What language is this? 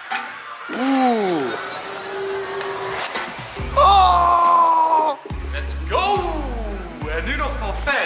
Dutch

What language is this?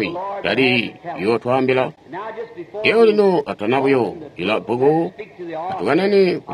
Tonga (Zambia)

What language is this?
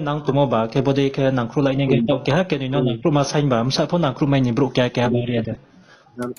Riang (India)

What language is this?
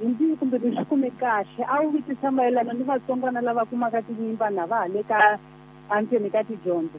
Tsonga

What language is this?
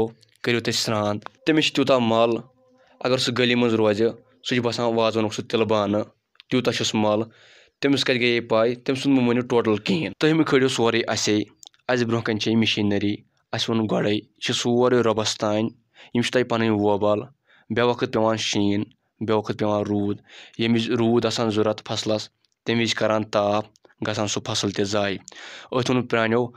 Kashmiri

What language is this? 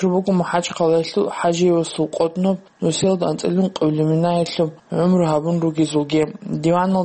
Avaric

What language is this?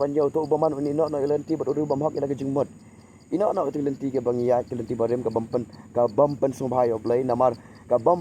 Khasi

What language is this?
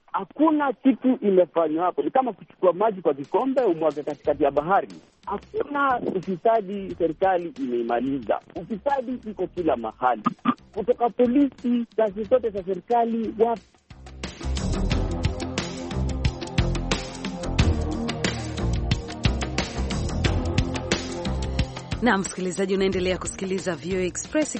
Swahili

